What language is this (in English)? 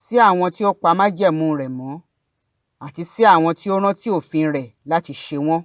Yoruba